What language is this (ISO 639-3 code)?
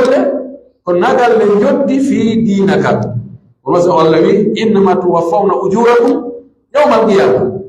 fuf